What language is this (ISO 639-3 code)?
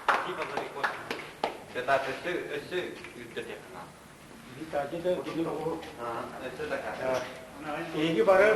sah